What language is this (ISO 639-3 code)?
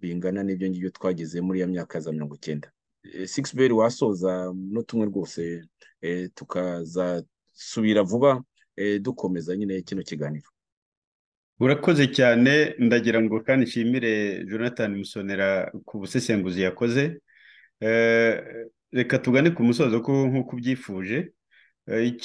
kin